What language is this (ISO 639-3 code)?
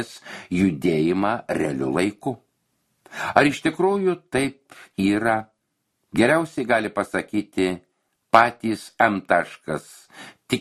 lit